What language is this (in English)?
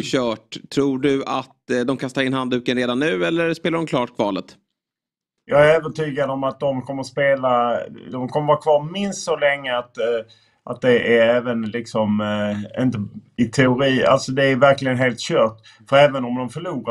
Swedish